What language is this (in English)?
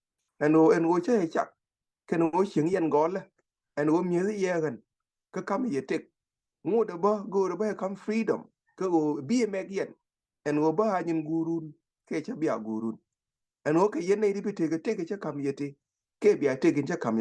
Nuer